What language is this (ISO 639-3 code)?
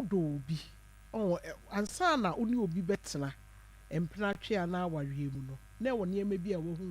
aka